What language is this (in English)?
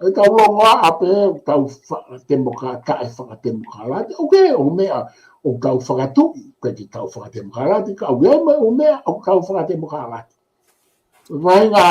Tongan